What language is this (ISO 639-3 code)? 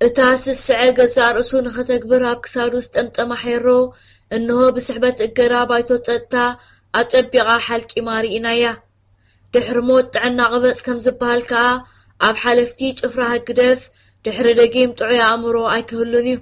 tir